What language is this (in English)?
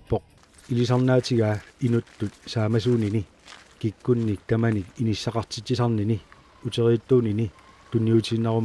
Kalaallisut